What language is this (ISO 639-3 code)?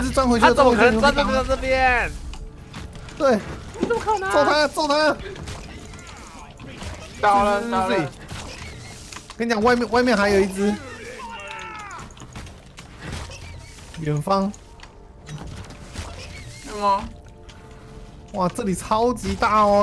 zho